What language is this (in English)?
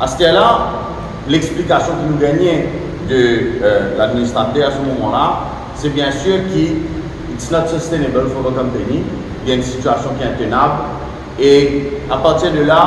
Morisyen